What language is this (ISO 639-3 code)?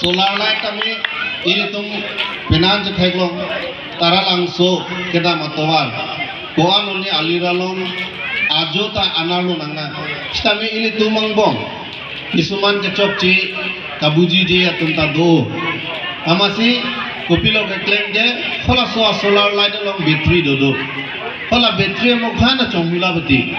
mjw